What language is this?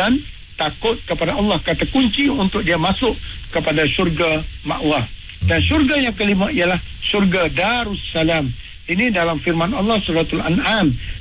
Malay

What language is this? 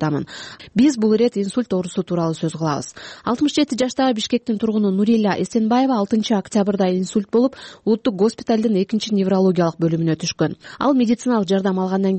Kyrgyz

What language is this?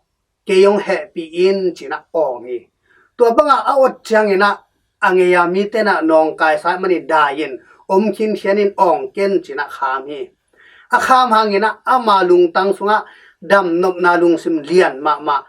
Tedim Chin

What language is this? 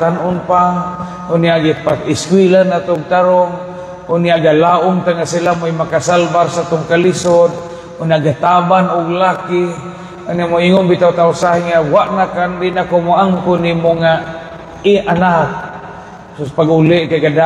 Cebuano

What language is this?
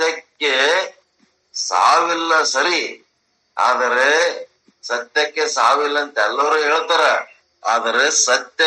Kannada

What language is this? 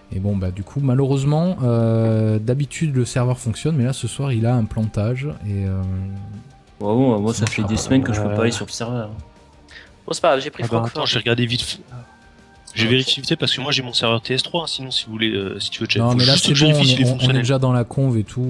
French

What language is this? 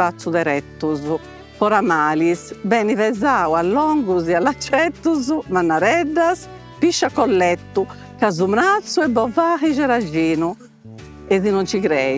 Sardinian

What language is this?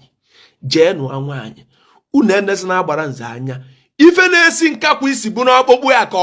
Igbo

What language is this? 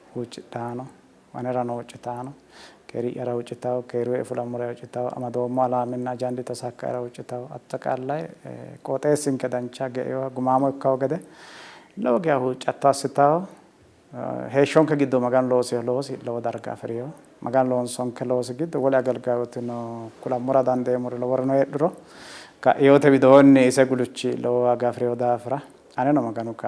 Sidamo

